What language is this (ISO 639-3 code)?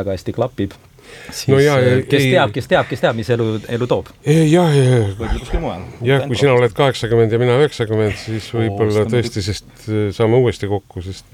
est